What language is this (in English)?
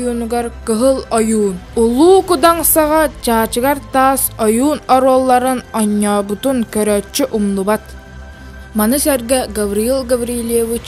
Yakut